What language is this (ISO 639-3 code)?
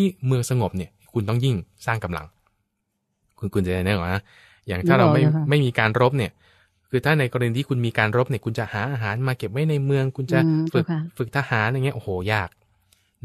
tha